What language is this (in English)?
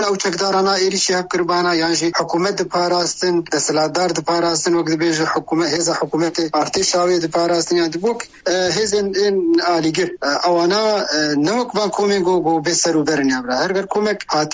Kurdish